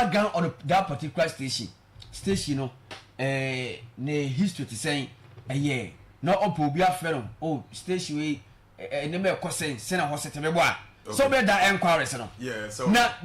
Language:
Akan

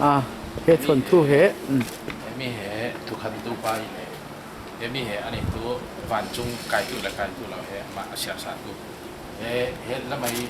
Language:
Falam Chin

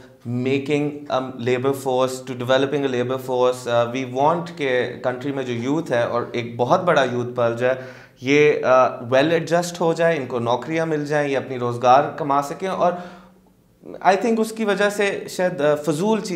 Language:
Urdu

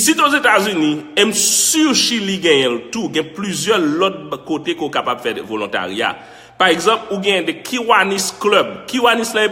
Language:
Haitian Creole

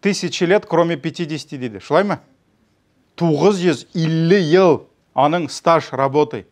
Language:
Tatar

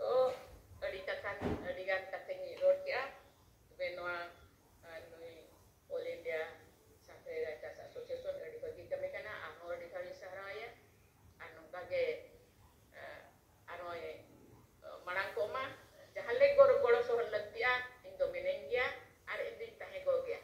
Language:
Santali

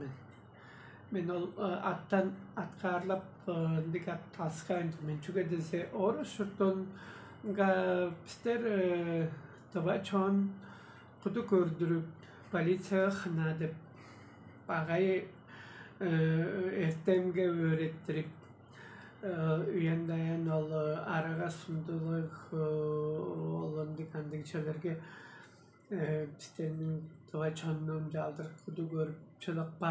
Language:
Tuvinian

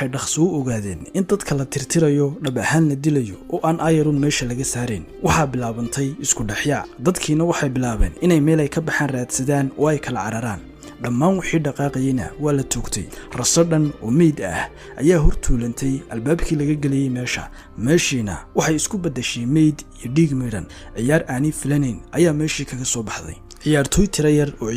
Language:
Somali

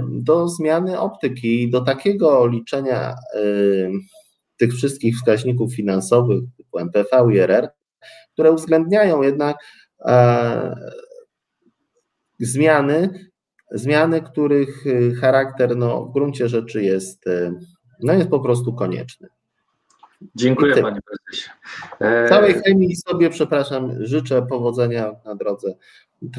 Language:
Polish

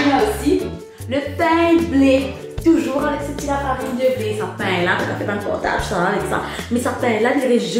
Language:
Morisyen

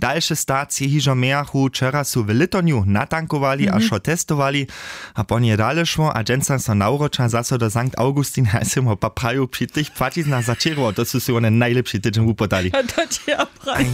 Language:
Upper Sorbian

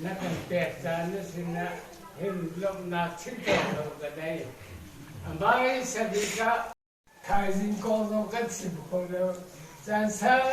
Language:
Hakha Chin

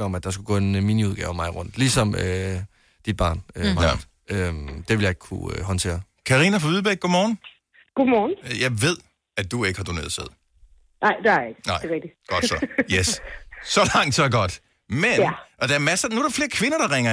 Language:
Danish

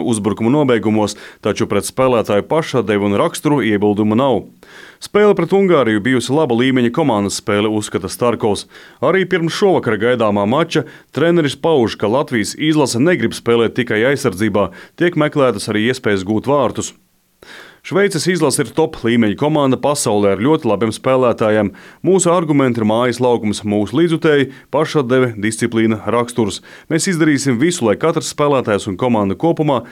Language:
Latvian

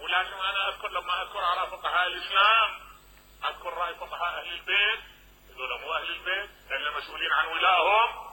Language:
Mesopotamian Arabic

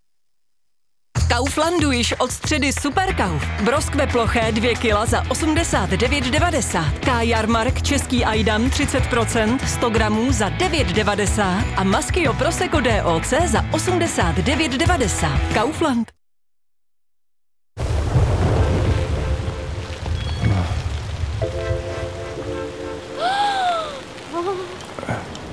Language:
Czech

